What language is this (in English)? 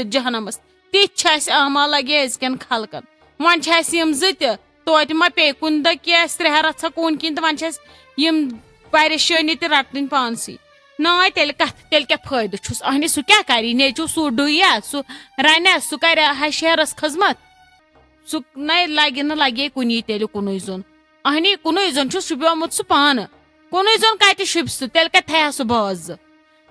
Kashmiri